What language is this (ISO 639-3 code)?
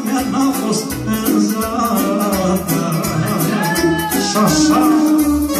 ron